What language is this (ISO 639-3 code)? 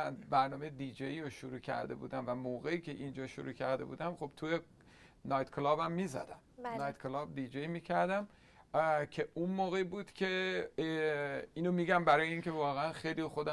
fas